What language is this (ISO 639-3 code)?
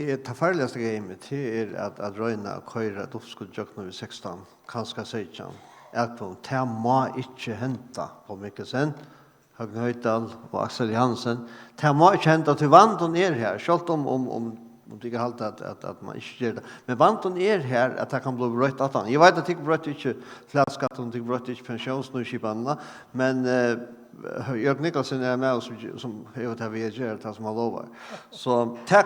fao